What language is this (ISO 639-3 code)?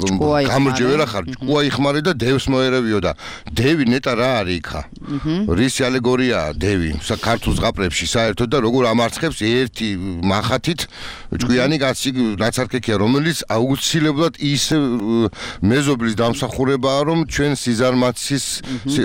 kat